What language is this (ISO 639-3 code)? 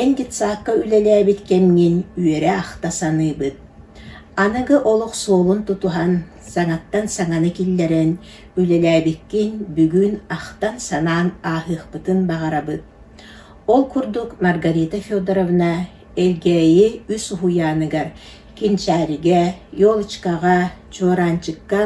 sah